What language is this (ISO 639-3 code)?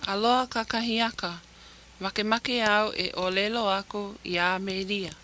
haw